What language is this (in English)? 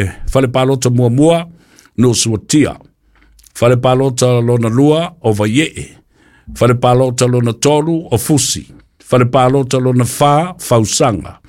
Samoan